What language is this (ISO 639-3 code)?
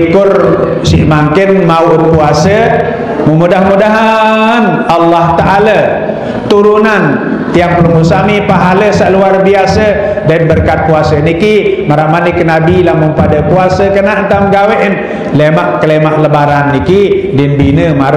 sas